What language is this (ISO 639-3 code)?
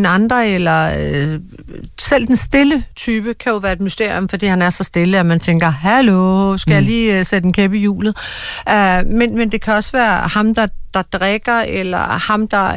dan